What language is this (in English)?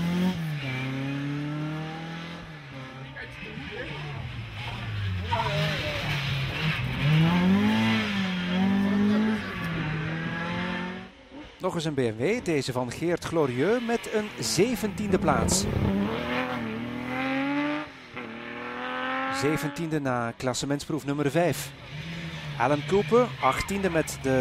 Dutch